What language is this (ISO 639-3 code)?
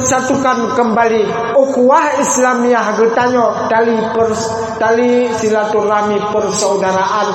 ace